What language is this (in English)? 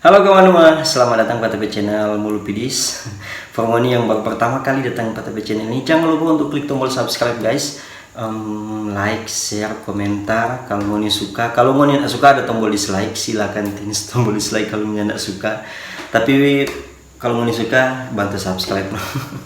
Manado Malay